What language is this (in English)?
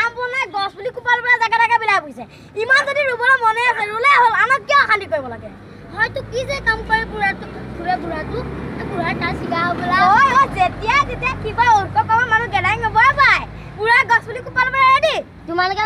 Assamese